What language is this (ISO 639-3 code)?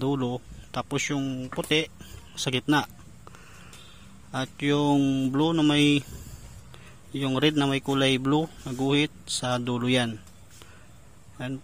fil